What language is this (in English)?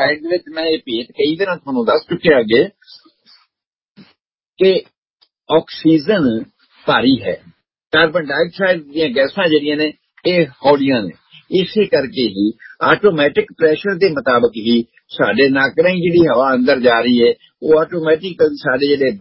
Punjabi